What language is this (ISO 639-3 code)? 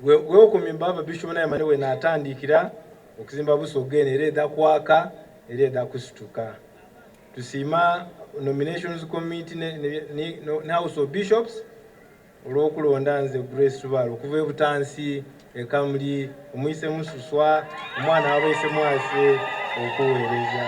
xog